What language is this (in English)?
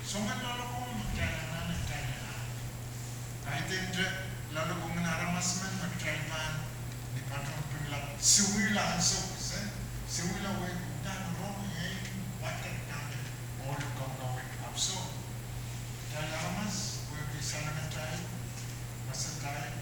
Pohnpeian